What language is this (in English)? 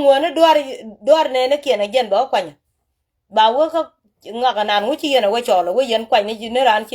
Nuer